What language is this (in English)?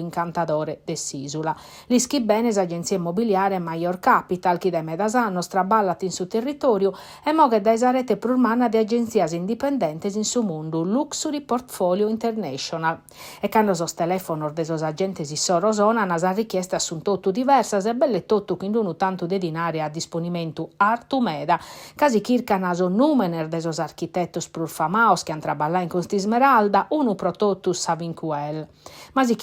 Sardinian